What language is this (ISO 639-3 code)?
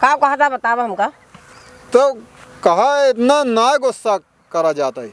awa